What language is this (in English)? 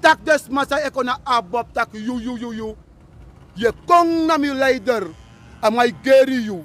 Sranan Tongo